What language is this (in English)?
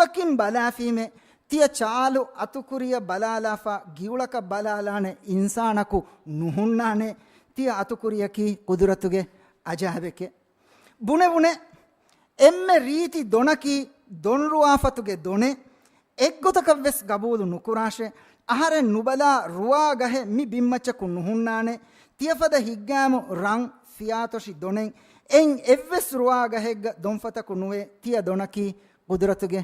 Divehi